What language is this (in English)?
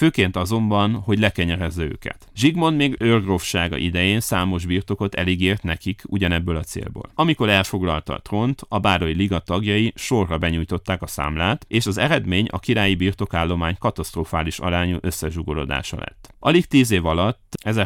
Hungarian